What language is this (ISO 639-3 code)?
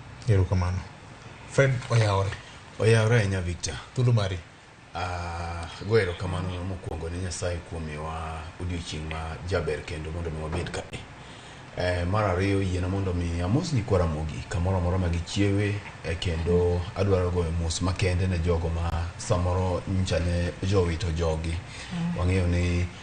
luo